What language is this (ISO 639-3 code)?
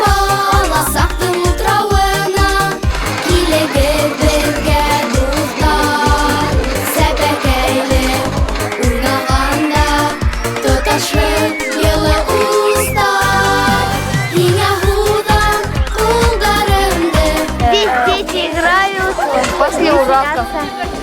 bak